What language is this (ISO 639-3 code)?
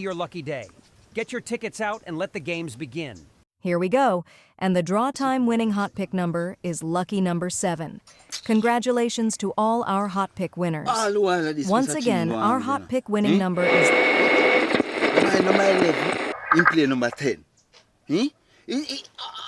jam